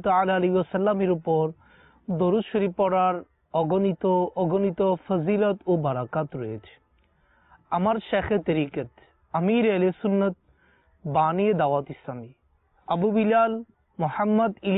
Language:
Bangla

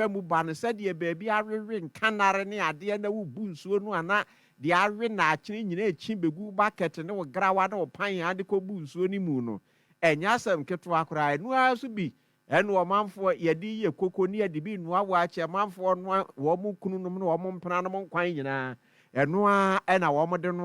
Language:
Akan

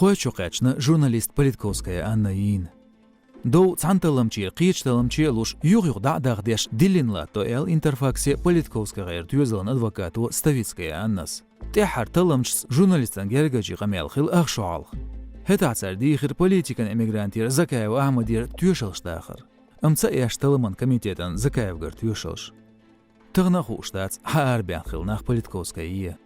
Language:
Chechen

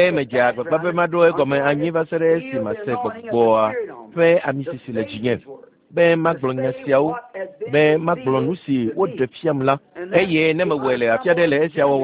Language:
Ewe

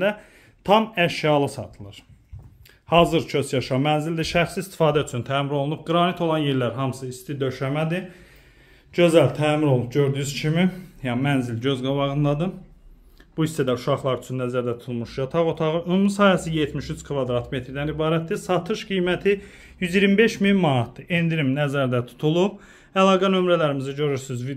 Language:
Azerbaijani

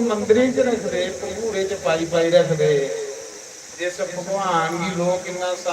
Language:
Dogri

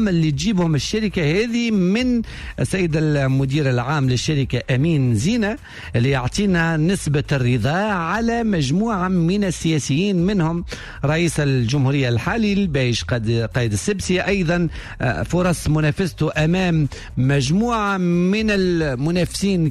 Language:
Tunisian Arabic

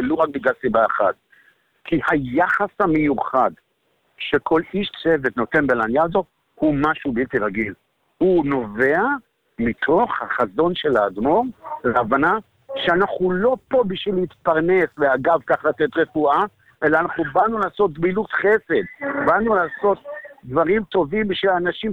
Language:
Hebrew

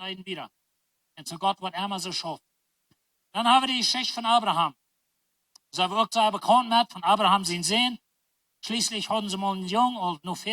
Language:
Plautdietsch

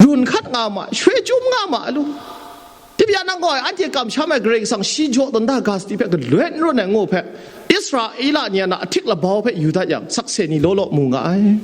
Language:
Kachin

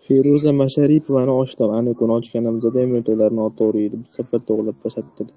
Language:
Uzbek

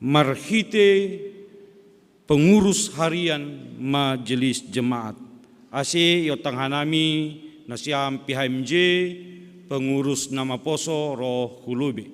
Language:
Batak Simalungun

